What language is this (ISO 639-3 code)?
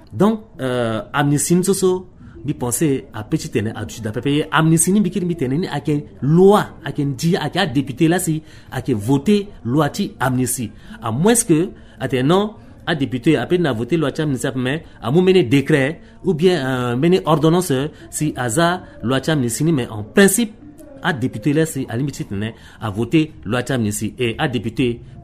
sag